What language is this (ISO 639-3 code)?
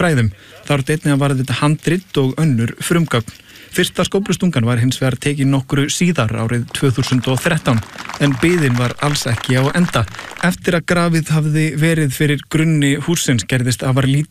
isl